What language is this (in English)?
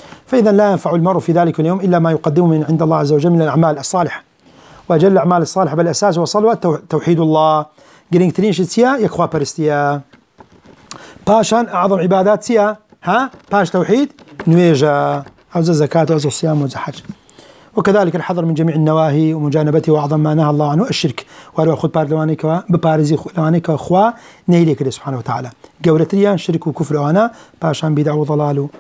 Arabic